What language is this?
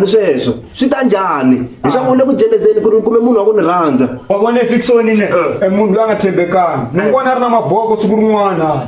Tsonga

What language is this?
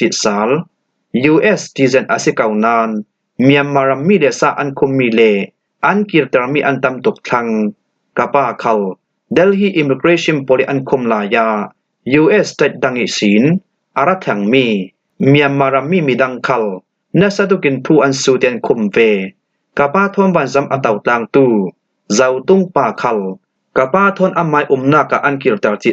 Falam Chin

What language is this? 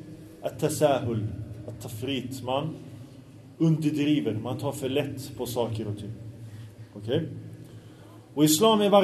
Swedish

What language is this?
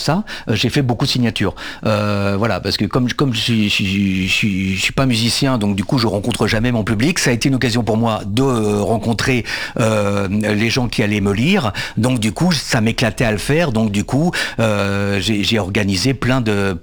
French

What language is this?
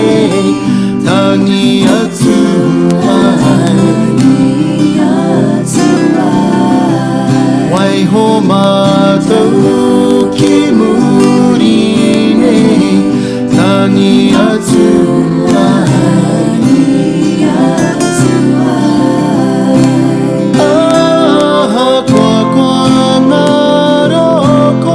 Māori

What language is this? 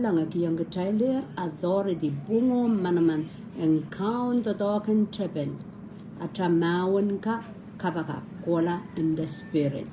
Pohnpeian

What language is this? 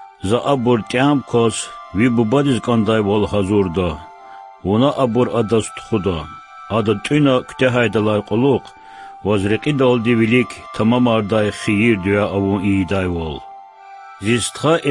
Lezghian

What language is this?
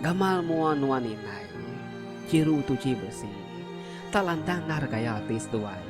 Iban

